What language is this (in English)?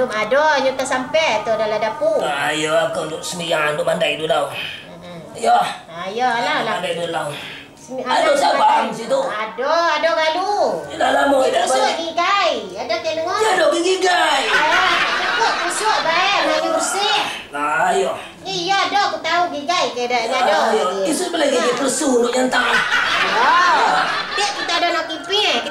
Minangkabau